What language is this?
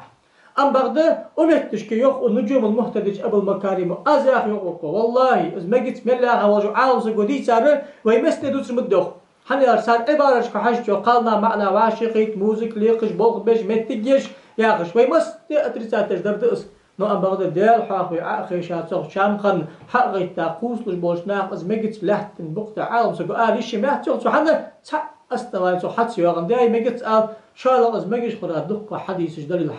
Ingush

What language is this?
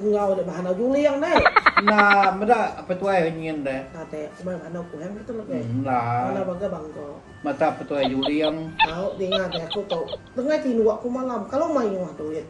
Iban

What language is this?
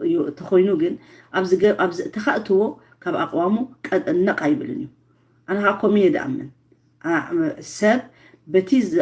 Tigrinya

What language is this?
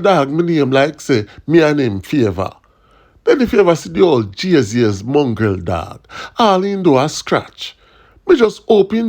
Jamaican Creole English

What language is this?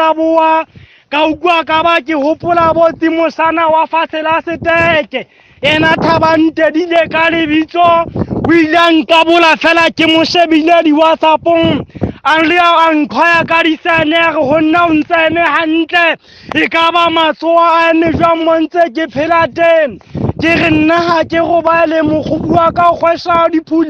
Southern Sotho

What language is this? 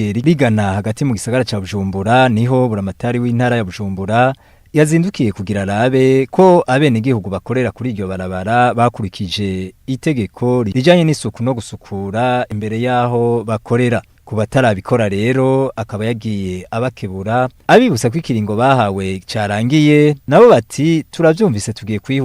Rundi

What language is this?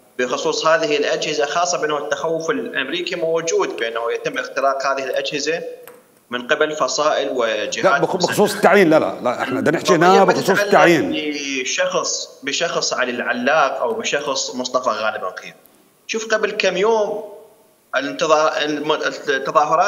Mesopotamian Arabic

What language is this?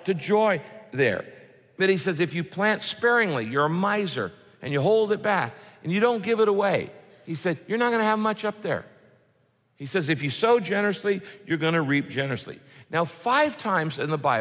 English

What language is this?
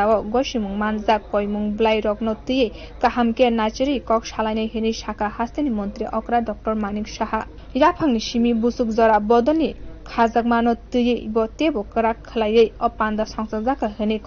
Kok Borok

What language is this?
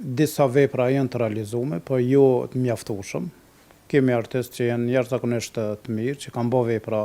Albanian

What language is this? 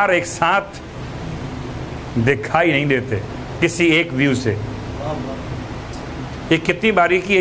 Urdu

